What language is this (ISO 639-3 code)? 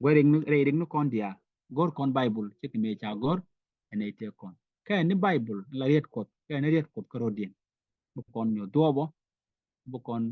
nus